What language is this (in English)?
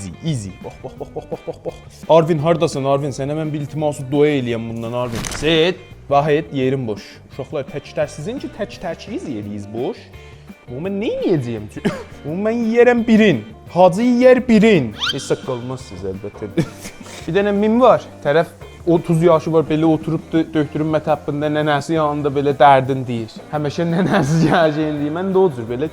South Azerbaijani